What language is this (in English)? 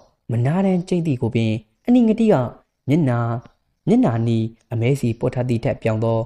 Burmese